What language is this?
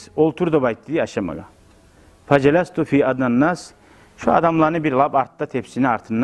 Kumyk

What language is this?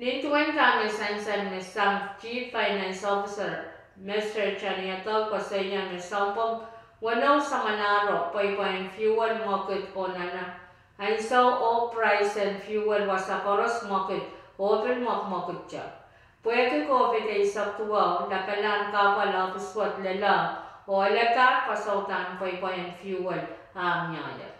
Pohnpeian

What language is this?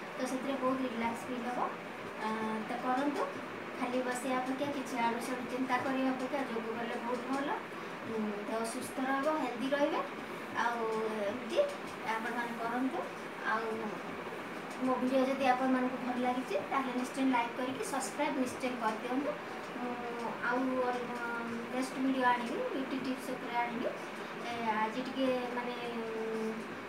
Odia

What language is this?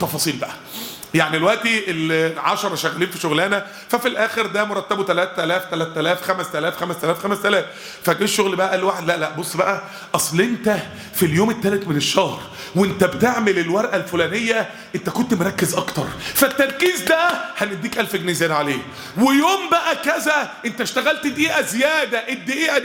Egyptian Arabic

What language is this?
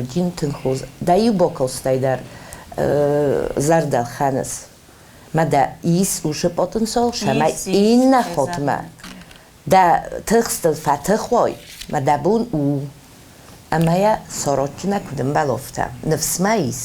Ossetic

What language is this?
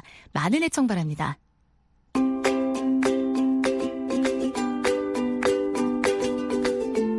Korean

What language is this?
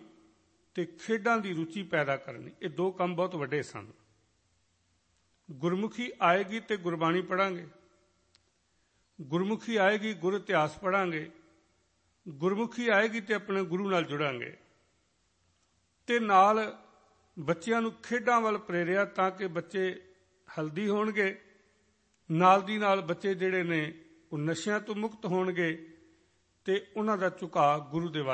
Punjabi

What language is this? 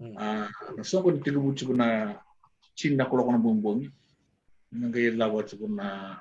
Fijian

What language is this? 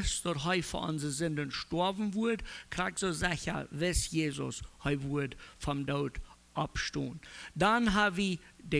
Plautdietsch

